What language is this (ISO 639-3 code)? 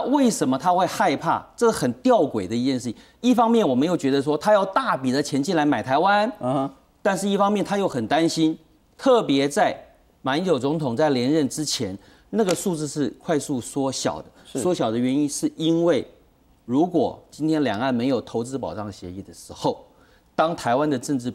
zho